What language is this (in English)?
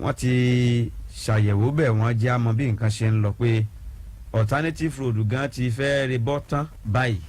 Yoruba